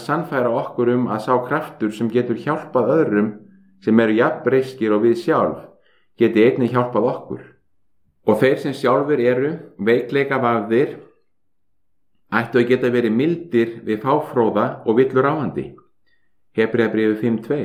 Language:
Icelandic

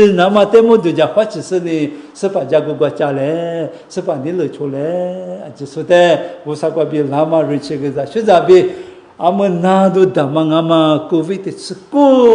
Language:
Lisu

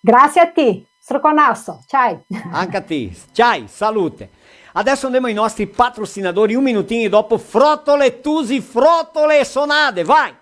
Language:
Venetian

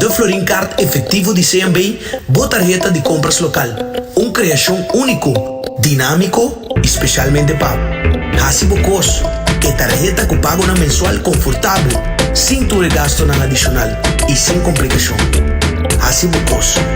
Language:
Papiamento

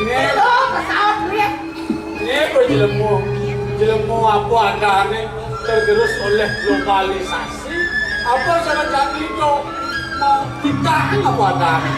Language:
Balinese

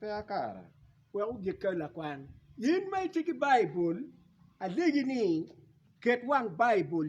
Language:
Acoli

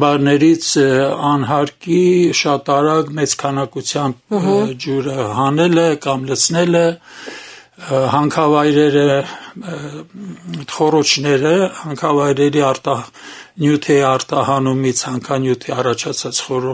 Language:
Armenian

